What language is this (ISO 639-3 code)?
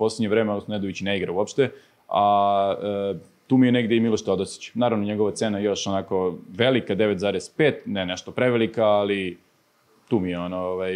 srp